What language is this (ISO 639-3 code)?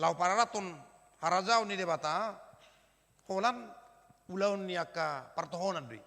bbc